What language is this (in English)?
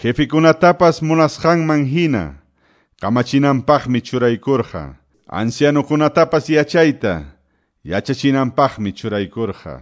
Quechua